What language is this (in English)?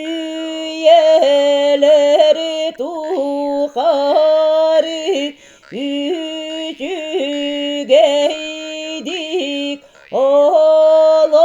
Yakut